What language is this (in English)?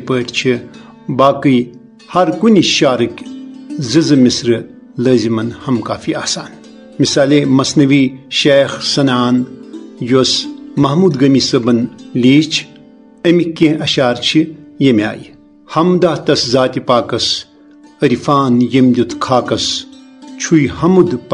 Kashmiri